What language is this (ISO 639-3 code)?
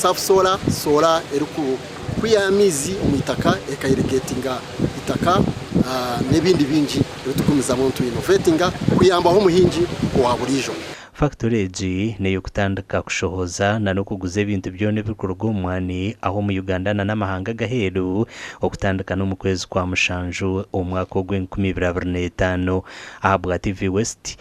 nyn